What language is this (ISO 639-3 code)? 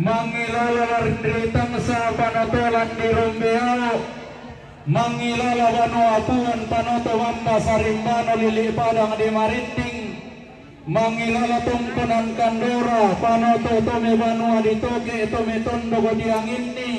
sda